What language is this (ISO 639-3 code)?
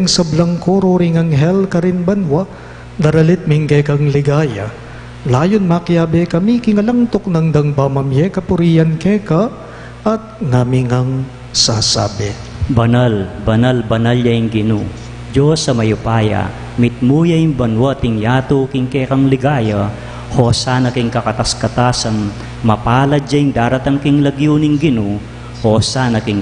pam